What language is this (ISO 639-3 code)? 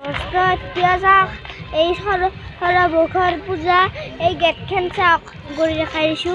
asm